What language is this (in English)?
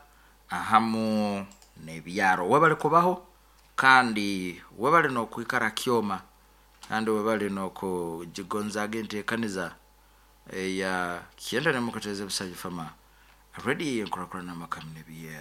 Nyoro